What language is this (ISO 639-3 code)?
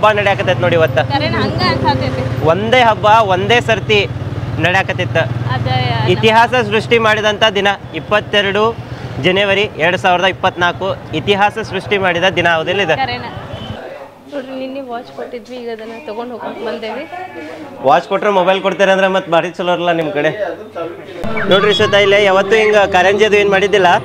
kan